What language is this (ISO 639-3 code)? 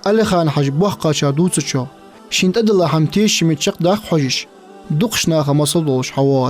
inh